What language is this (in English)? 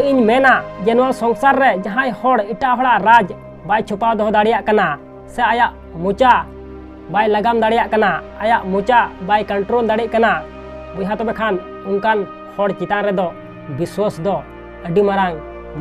Santali